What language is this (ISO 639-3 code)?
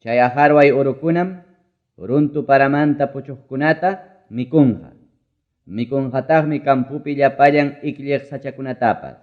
quy